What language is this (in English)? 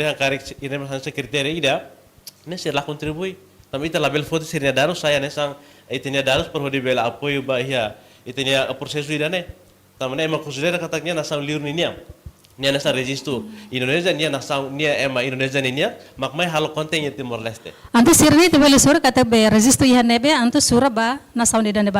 Tetum